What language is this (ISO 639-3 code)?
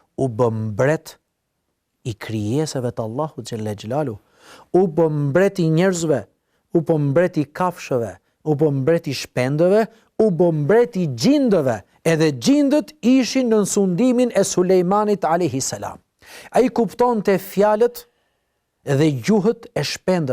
sqi